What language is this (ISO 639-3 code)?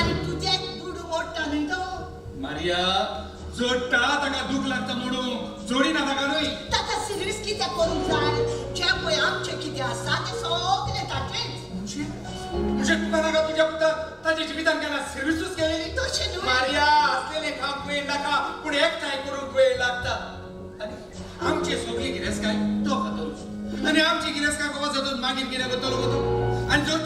kok